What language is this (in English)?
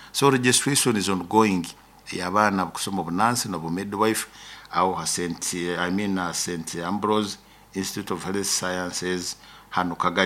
Nyoro